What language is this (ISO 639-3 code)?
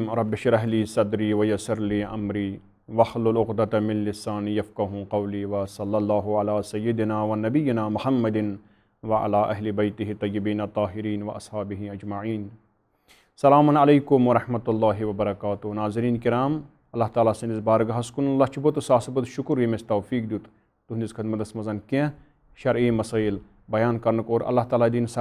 kas